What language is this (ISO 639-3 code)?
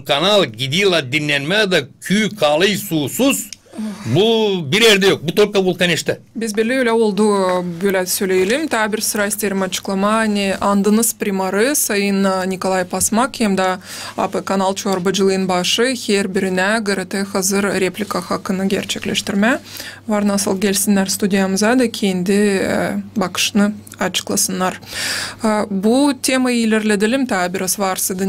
gag